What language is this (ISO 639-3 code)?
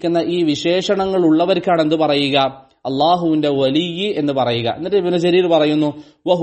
mal